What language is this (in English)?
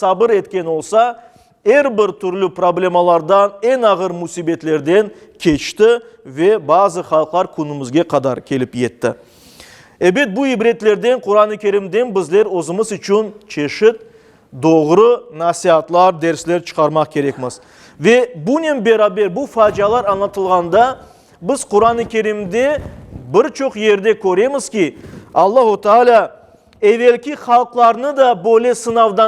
Crimean Tatar